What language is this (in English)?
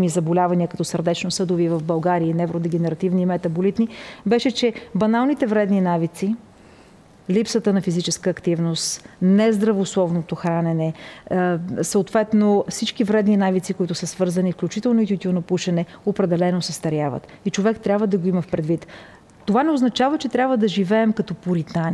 Bulgarian